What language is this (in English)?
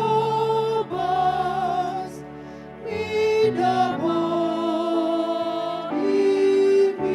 Batak Toba